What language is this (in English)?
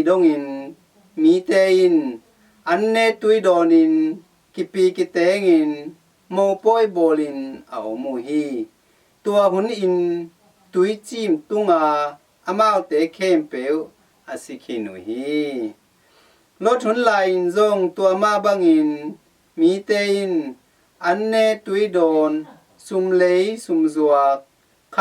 Tedim Chin